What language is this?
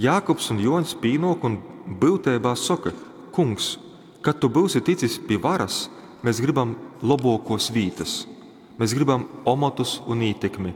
Latgalian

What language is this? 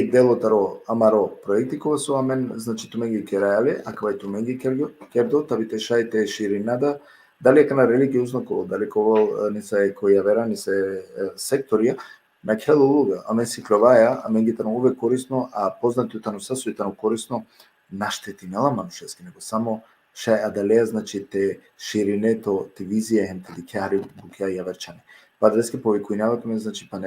Balkan Romani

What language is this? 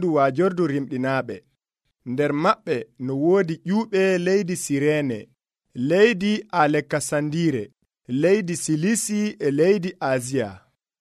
Nigerian Fulfulde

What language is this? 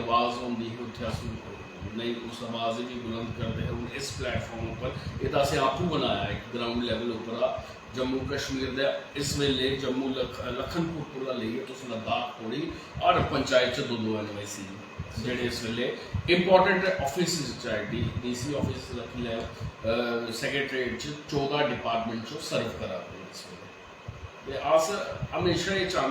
Dogri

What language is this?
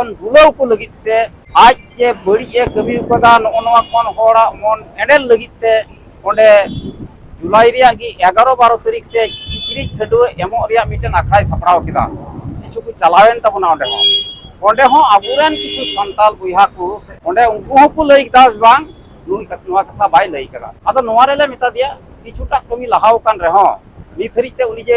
Santali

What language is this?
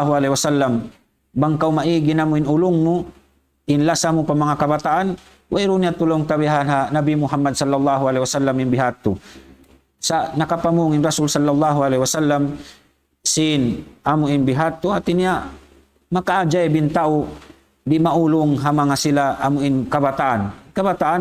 Tausug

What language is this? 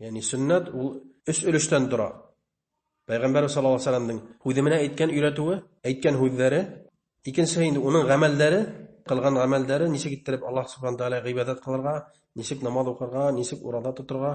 Bashkir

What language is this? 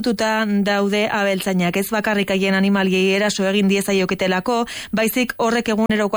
Basque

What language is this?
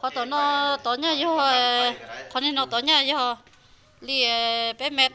Hmong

